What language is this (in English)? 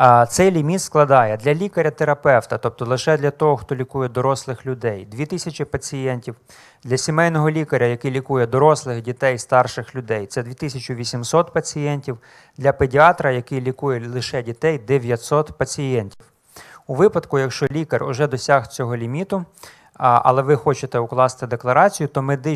Ukrainian